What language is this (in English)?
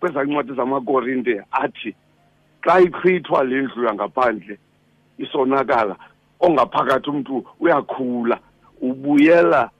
Xhosa